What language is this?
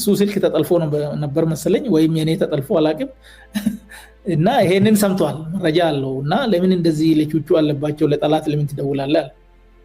Amharic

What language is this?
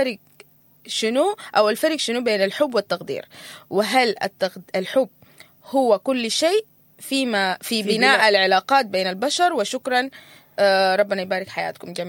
Sudanese Arabic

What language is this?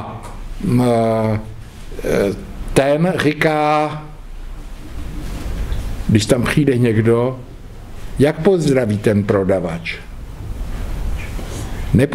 Czech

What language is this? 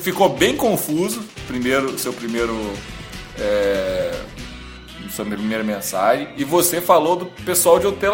Portuguese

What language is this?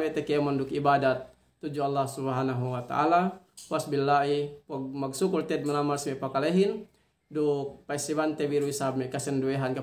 Yakan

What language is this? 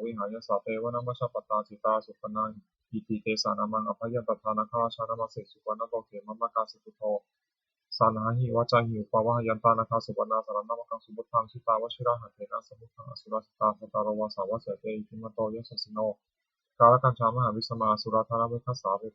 Pali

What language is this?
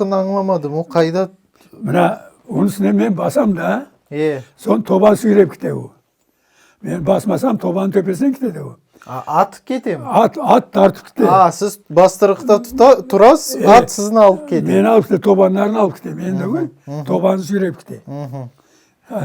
Crimean Tatar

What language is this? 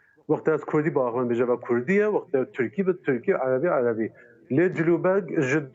Kurdish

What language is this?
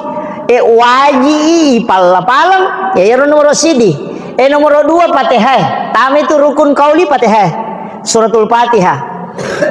Buginese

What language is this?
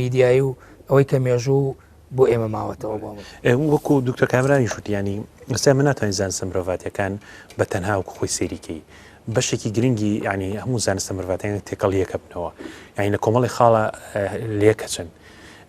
Central Kurdish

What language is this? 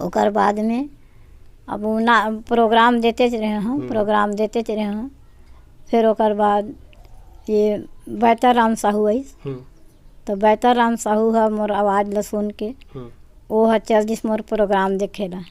Chhattisgarhi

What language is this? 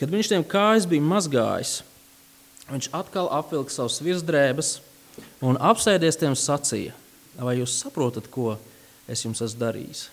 Latvian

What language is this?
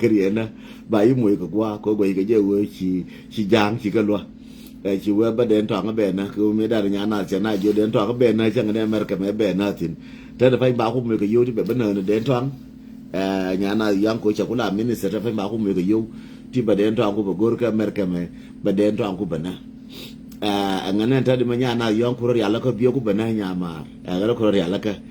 Nuer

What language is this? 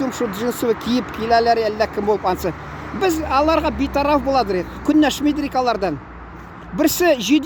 Tatar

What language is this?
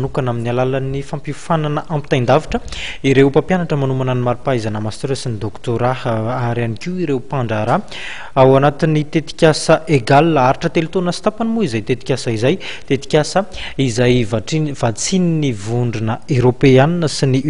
Malagasy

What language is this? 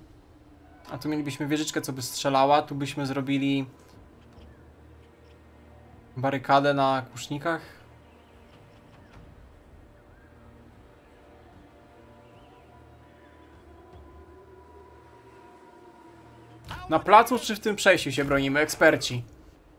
Polish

